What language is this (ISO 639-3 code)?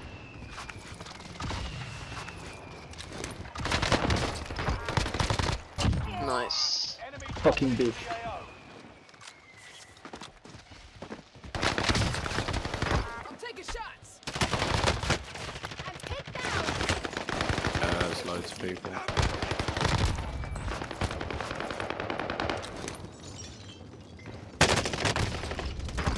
eng